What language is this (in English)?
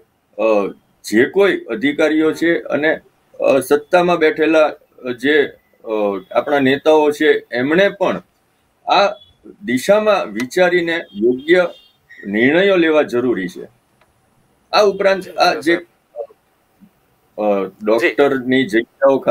Gujarati